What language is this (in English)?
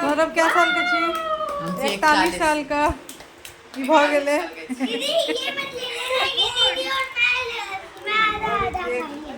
Maithili